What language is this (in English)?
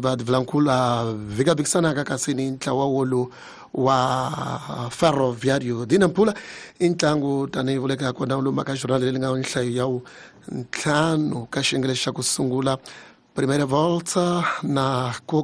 Tsonga